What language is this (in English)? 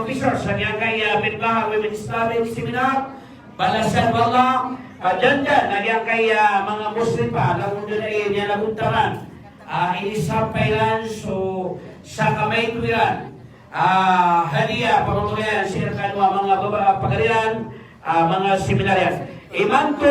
Maranao